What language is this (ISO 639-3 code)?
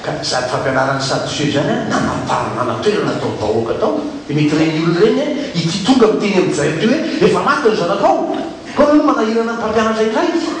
mlg